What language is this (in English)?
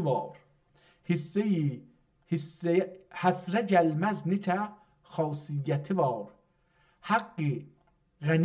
South Azerbaijani